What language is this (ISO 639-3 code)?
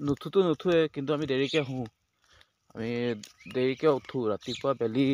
asm